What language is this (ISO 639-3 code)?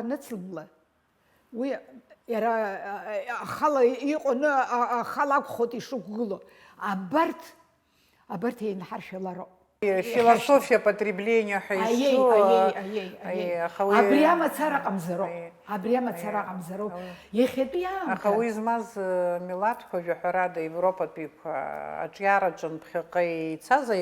abk